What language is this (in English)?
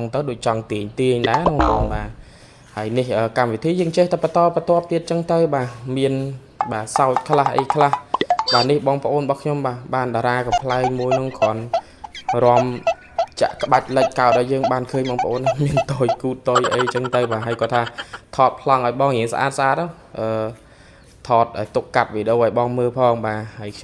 Khmer